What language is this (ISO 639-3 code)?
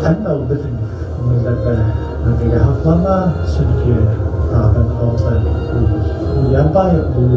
bak